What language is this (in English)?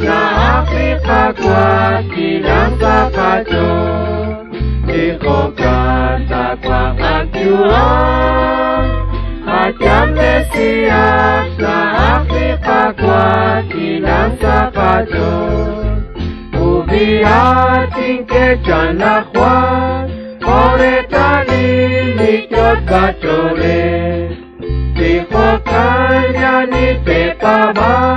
Kekchí